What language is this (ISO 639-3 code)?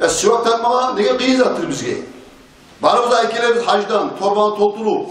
kum